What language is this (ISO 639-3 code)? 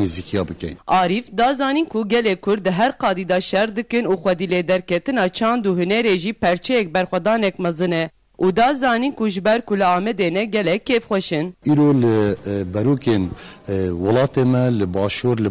kur